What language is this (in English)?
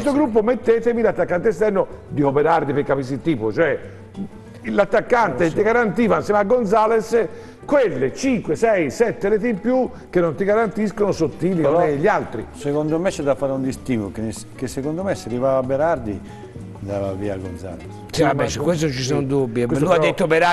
Italian